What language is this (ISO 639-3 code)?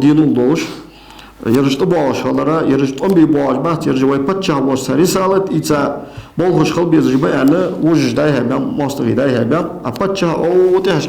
inh